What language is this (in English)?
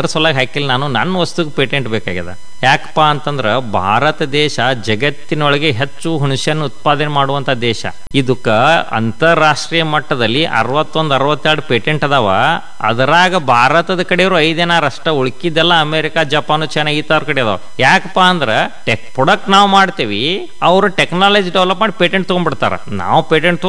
Kannada